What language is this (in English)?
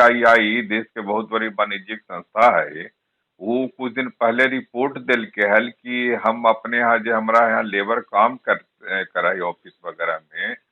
Magahi